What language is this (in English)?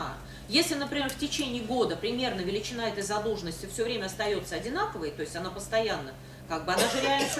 Russian